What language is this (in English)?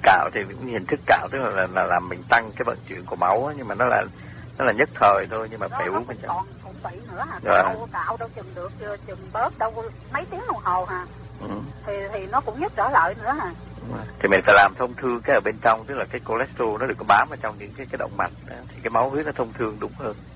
Vietnamese